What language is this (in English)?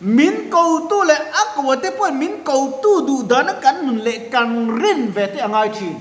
Mizo